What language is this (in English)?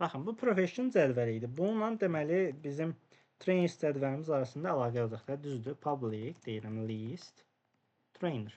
Azerbaijani